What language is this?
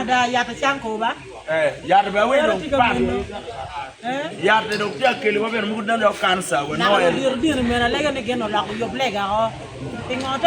Acoli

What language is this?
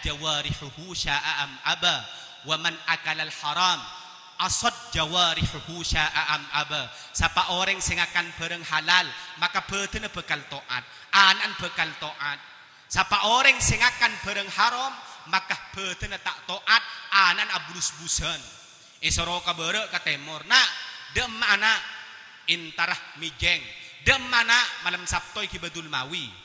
Madurese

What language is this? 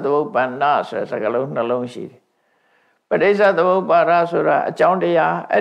Burmese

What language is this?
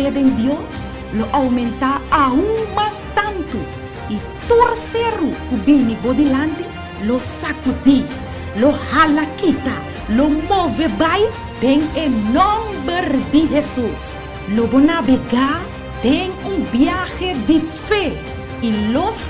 Papiamento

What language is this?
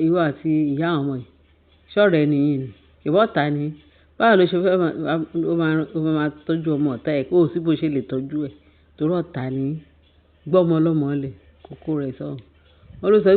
Yoruba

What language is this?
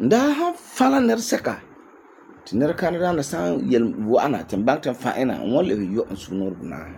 Frafra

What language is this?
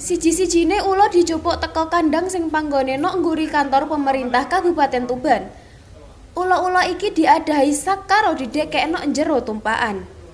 Javanese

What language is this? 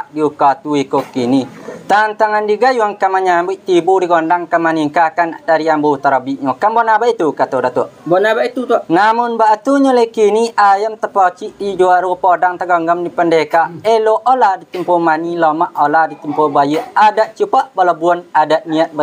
Minangkabau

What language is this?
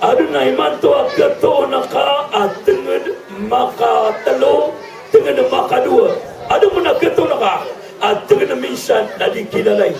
Maranao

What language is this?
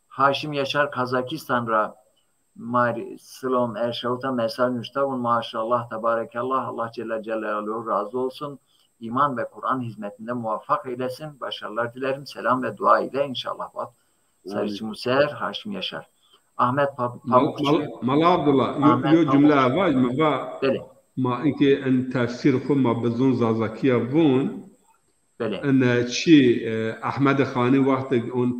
Zaza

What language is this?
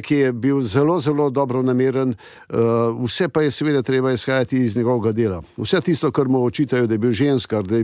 Slovenian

